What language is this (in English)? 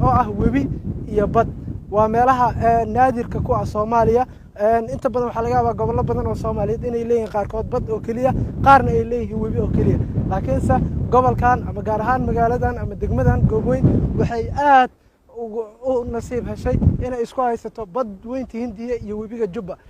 Somali